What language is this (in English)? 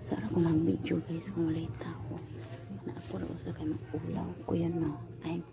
Cebuano